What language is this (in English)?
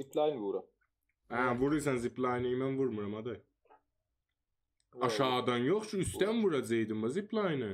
South Azerbaijani